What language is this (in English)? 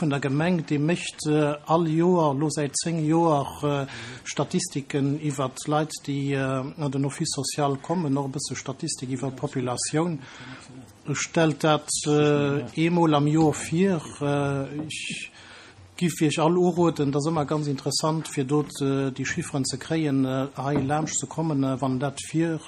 Luxembourgish